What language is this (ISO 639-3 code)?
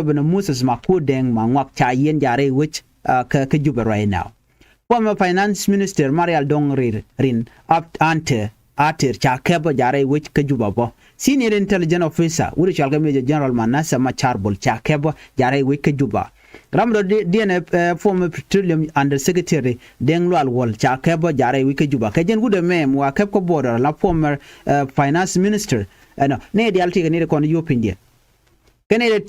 nus